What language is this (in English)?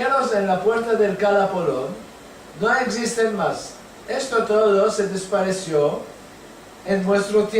Ladino